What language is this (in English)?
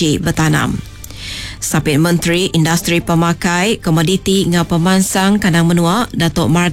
Iban